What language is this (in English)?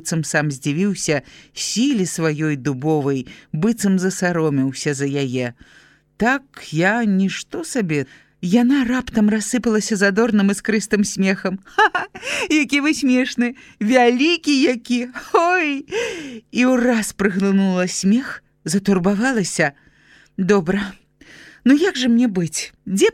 Belarusian